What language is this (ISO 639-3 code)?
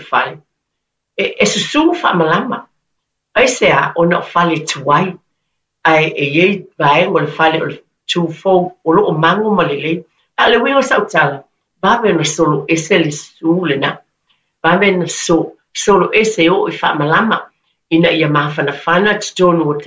smo